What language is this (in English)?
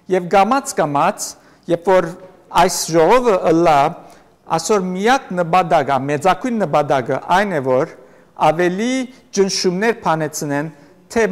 Western Armenian